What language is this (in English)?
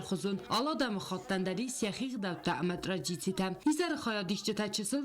Ossetic